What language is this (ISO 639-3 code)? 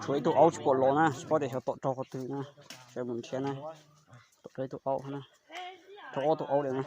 hmn